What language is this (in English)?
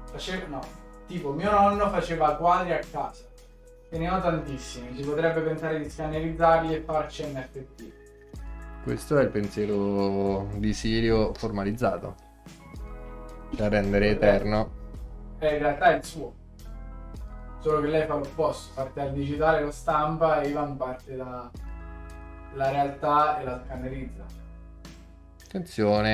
Italian